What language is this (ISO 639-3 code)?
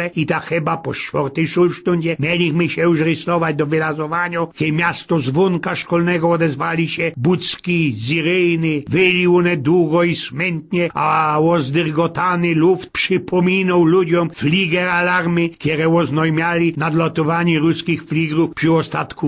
szl